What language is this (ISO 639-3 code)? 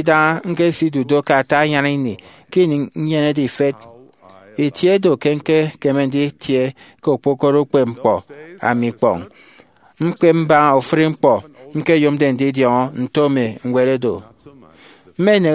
efi